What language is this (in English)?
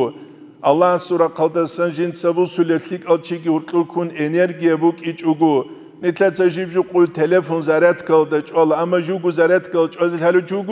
Avaric